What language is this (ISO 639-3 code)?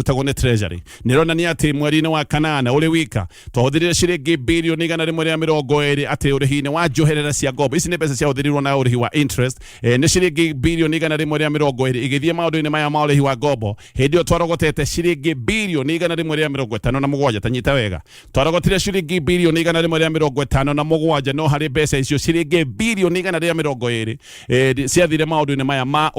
kik